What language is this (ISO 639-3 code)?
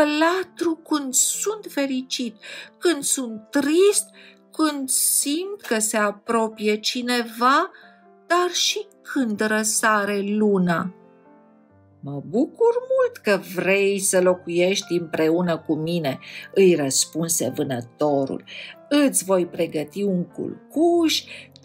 ron